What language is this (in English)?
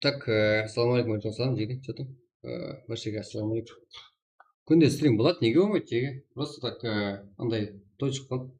Kara-Kalpak